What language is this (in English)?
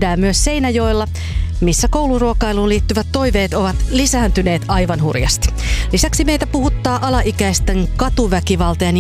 Finnish